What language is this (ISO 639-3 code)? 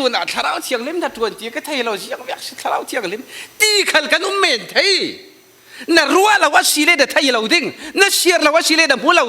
cfm